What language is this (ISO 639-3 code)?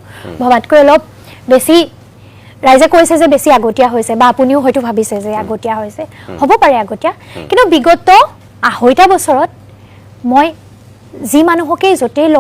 asm